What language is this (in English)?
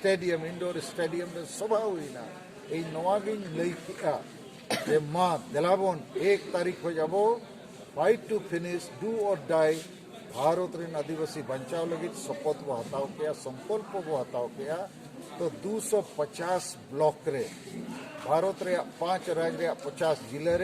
Santali